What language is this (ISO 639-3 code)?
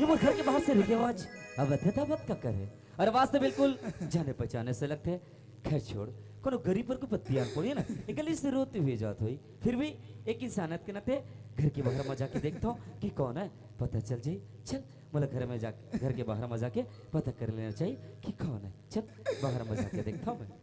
hne